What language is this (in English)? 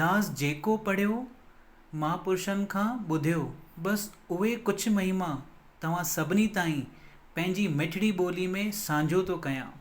Sindhi